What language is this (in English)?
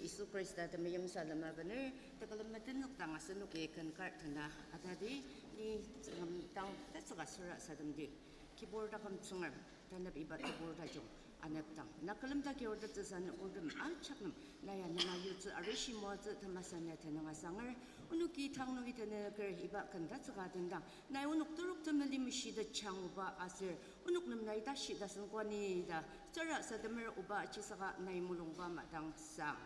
Ao Naga